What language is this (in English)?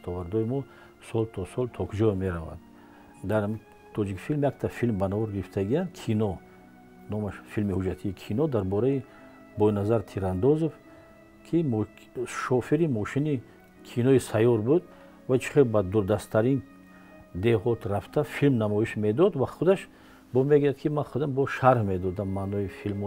Tajik